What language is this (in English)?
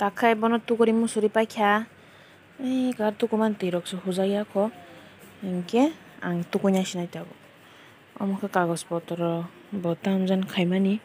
Kok Borok